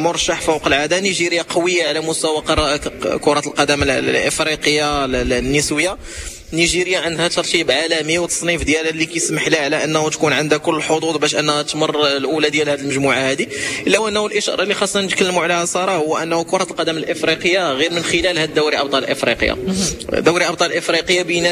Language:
Moroccan Arabic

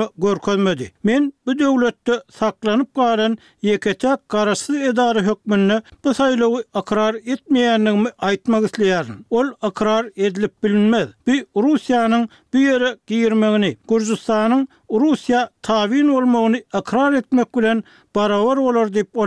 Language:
Turkmen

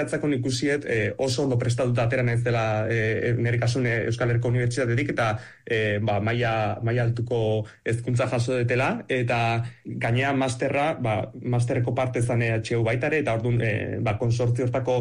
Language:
Basque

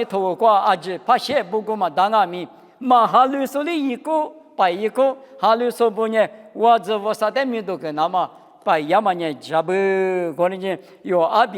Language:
Lisu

